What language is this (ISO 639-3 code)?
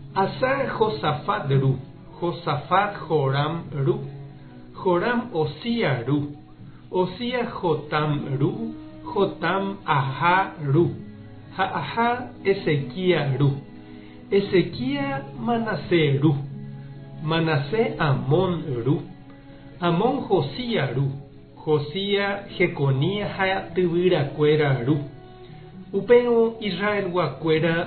grn